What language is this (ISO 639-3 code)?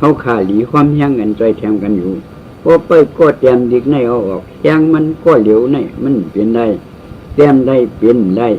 shn